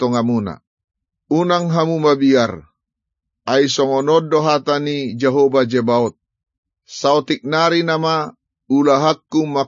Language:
Batak Toba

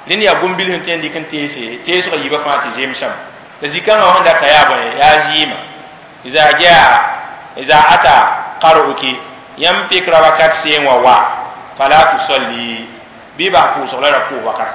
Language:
Mossi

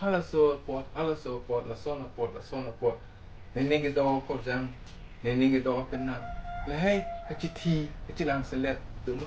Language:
Karbi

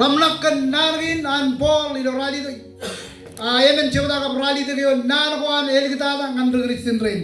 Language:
Marshallese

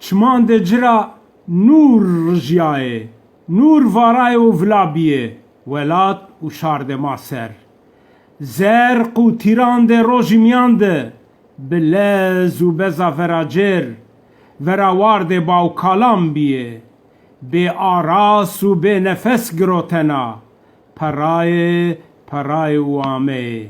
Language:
Zaza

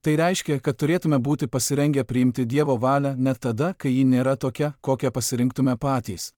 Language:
Lithuanian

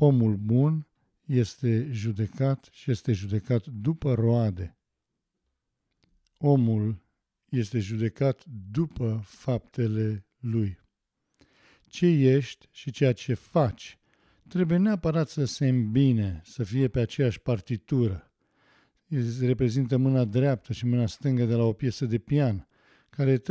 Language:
Romanian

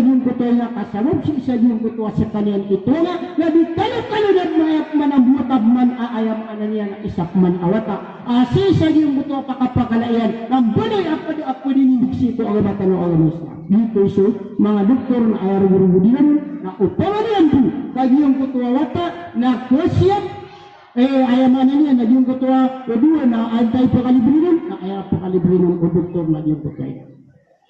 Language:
Maranao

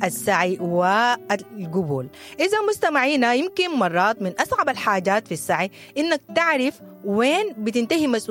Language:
Sudanese Arabic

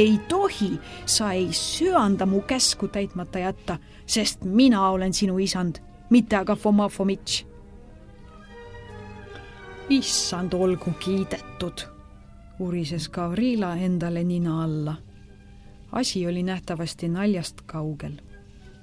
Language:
Estonian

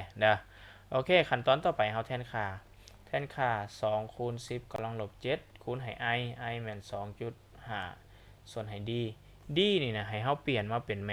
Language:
Lao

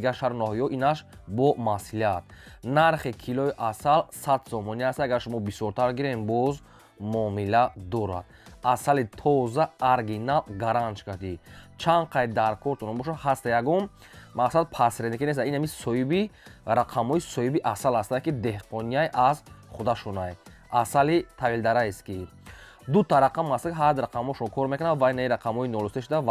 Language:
Tajik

